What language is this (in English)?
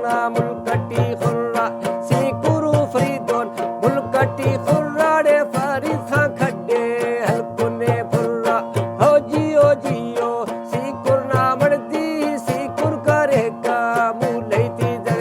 Brahui